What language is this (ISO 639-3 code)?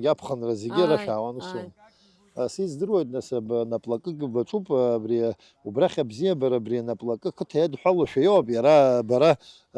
abk